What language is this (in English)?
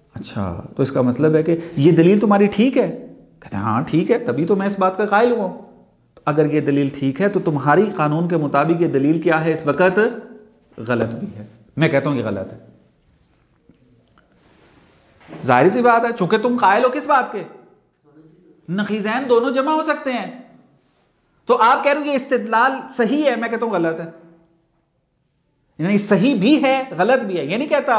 Urdu